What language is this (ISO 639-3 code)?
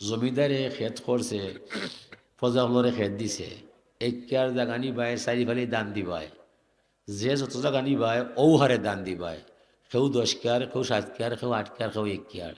syl